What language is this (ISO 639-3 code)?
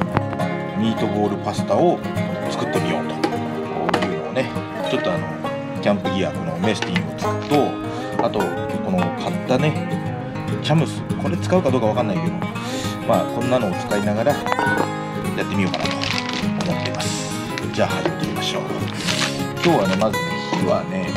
jpn